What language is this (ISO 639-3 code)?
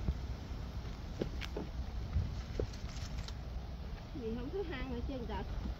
vie